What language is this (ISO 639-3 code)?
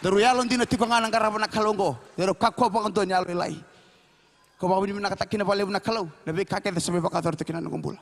fij